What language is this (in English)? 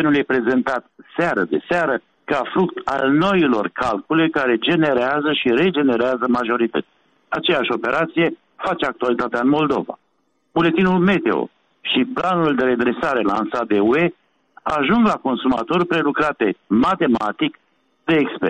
Romanian